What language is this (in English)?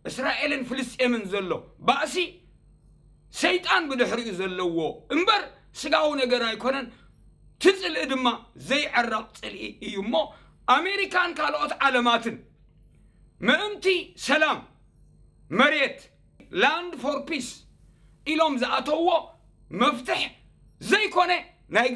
Tigrinya